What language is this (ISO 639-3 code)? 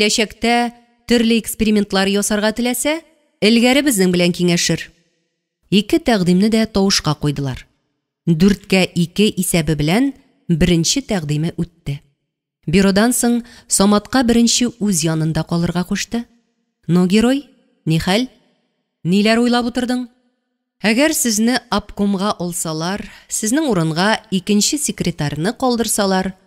tat